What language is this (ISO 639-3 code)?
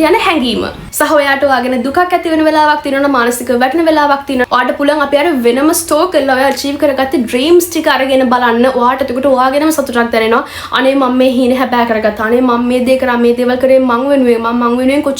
sin